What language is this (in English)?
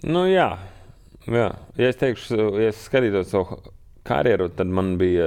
Latvian